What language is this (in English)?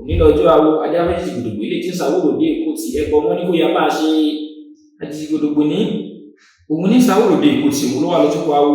Yoruba